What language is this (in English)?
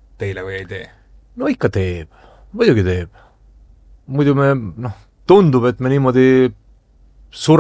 Estonian